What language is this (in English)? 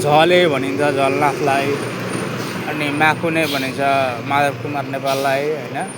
Nepali